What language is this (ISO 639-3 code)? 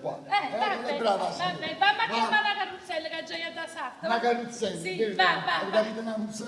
nap